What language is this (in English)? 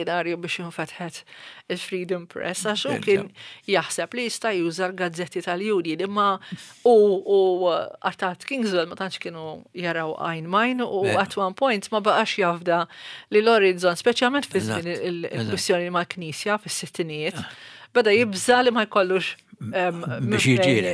Maltese